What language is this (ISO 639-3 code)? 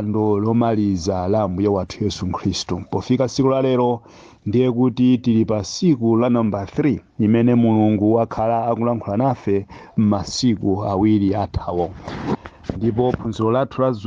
nya